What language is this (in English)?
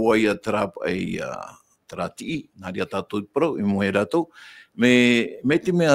Tahitian